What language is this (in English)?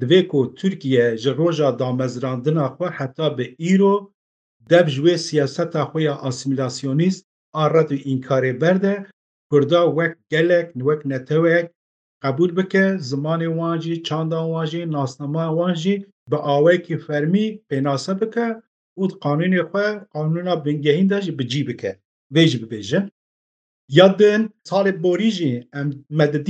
Kurdish